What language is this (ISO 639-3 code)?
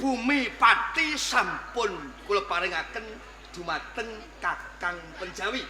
jav